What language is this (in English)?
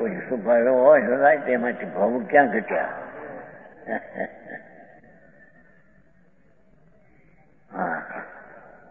Gujarati